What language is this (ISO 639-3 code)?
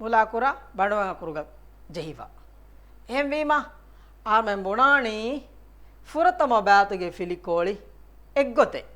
div